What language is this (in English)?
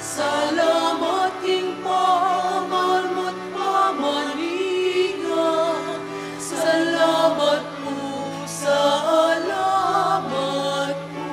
Pampanga